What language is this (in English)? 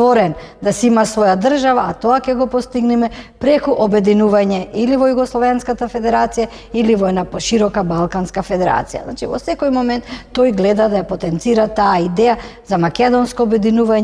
Macedonian